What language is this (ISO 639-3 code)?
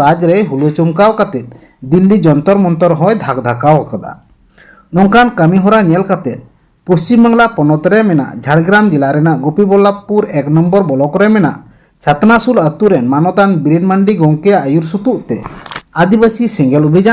sat